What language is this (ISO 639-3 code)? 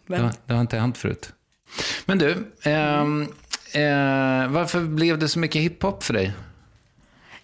swe